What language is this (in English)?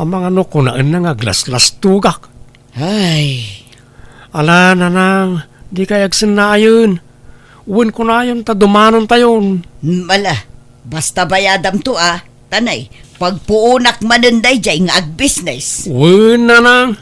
Iloko